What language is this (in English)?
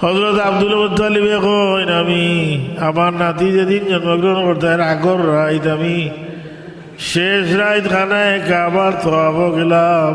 Sylheti